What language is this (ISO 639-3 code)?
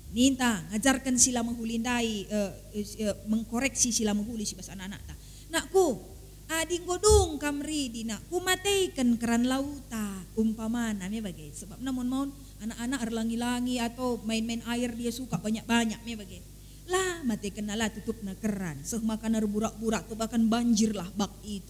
btx